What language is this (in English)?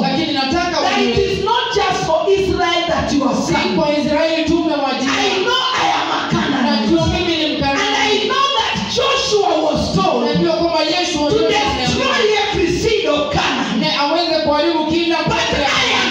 Swahili